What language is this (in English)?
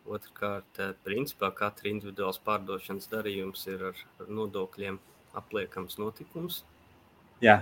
Latvian